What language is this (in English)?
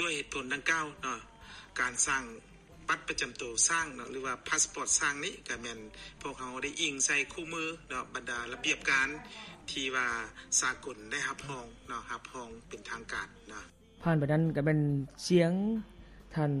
Lao